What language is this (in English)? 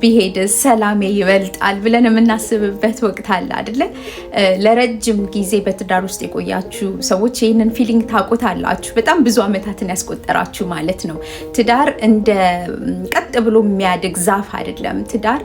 Amharic